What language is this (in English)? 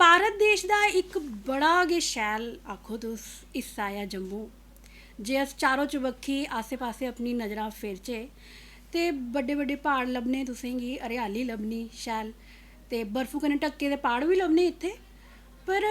Dogri